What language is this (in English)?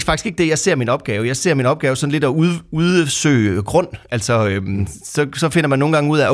Danish